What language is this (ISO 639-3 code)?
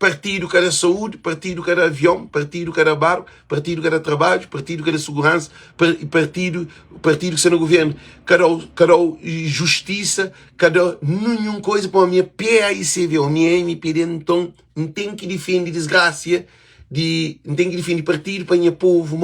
kea